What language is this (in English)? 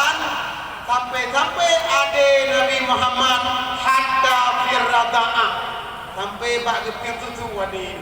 Achinese